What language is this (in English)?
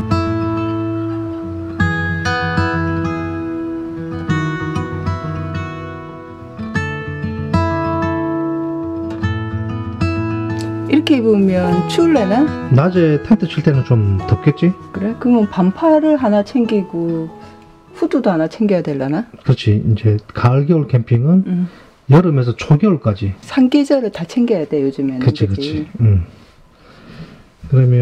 Korean